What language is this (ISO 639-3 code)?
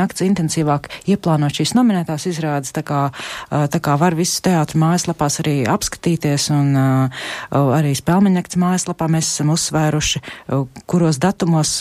lav